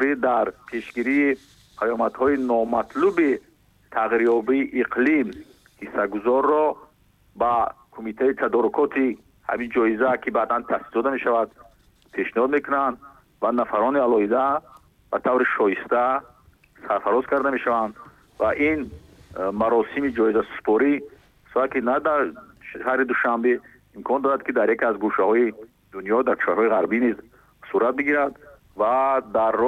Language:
Tajik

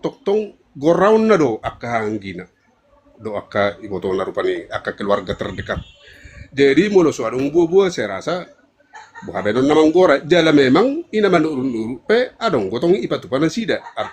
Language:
Batak Toba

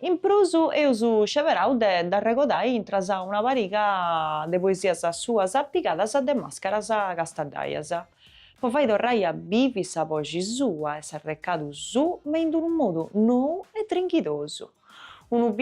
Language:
Sardinian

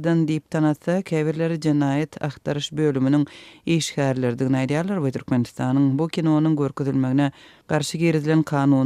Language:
Turkmen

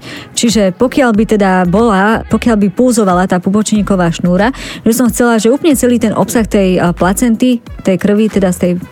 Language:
Slovak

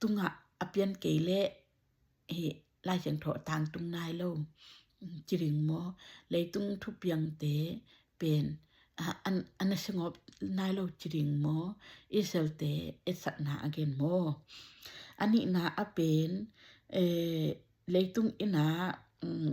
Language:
Tedim Chin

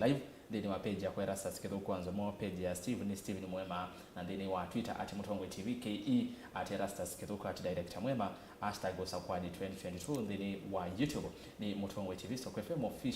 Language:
Kamba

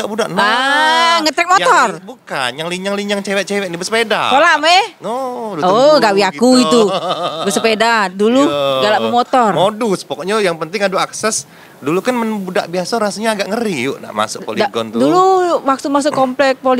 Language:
Musi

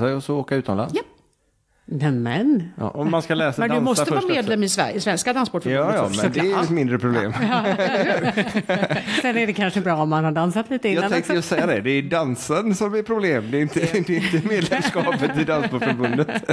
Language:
Swedish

